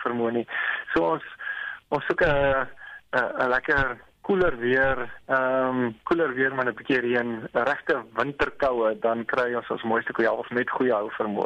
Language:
Afrikaans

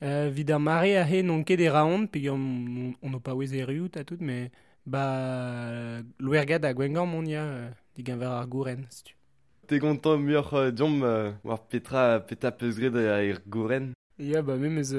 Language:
Breton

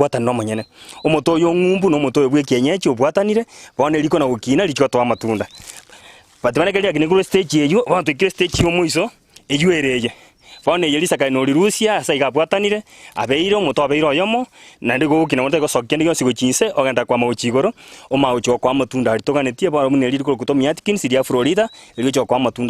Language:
Gusii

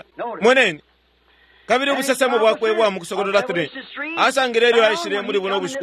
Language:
Bemba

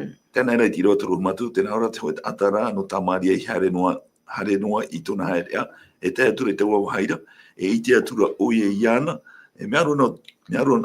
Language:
Tahitian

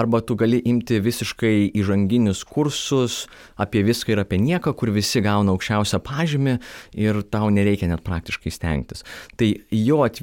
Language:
Lithuanian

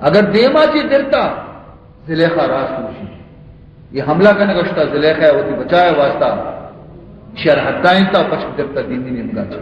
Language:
Baluchi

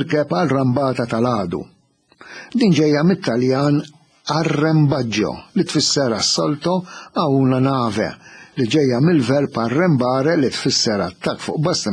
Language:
Maltese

